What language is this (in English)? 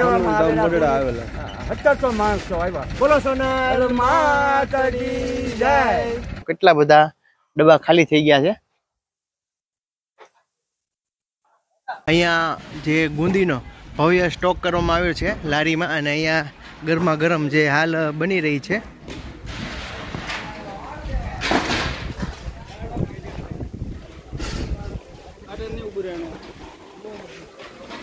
Gujarati